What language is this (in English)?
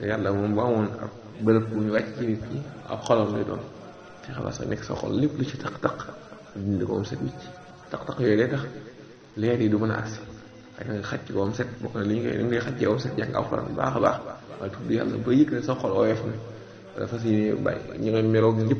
Wolof